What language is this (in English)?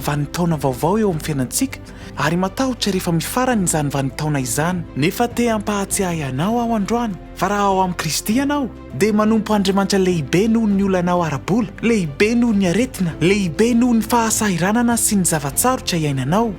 Malagasy